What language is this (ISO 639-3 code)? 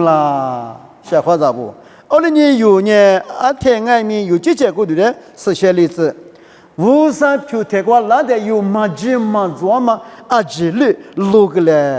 lis